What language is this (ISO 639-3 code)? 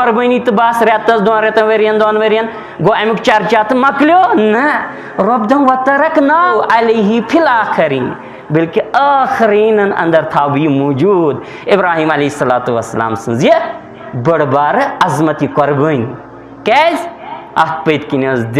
kas